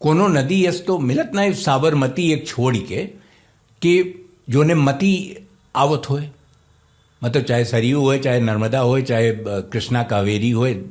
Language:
Awadhi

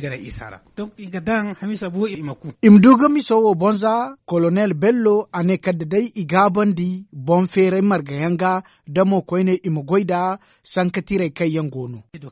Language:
Zarma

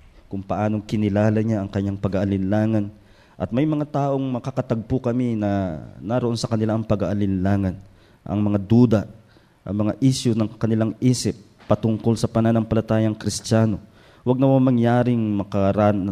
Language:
Filipino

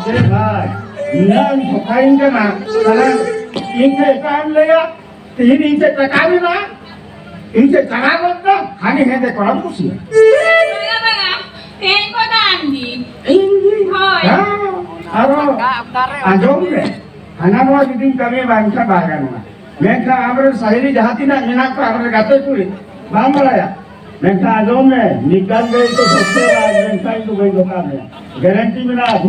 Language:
Santali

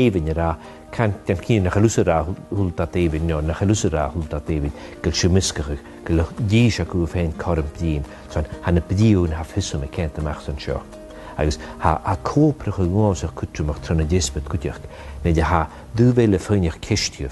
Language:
Scottish Gaelic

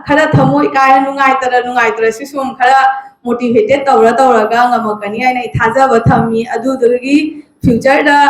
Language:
Manipuri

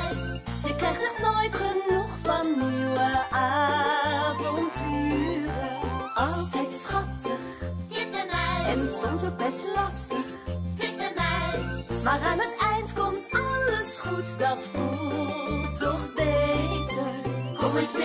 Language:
Dutch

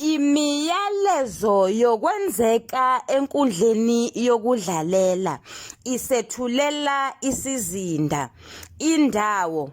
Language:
Zulu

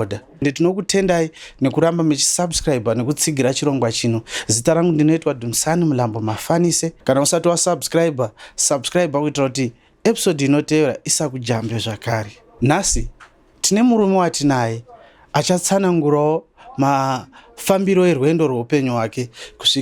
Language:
Shona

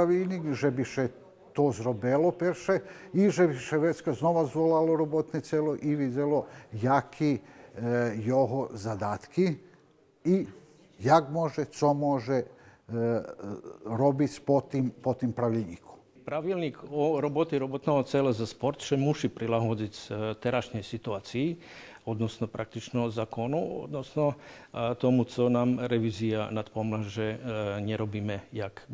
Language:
Rusyn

